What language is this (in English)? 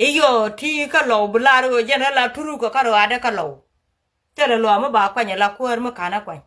Nuer